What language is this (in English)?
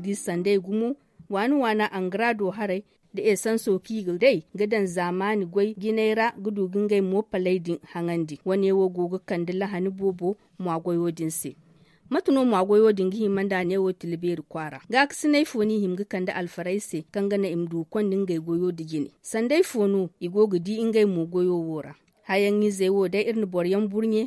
Zarma